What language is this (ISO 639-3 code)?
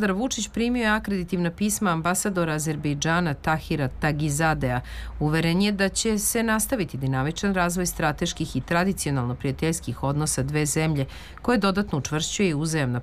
srp